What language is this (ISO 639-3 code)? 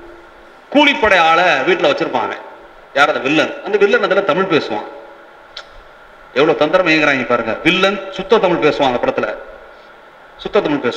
tam